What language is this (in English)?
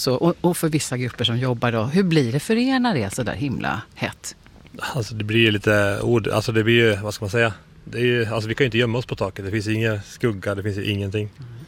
Swedish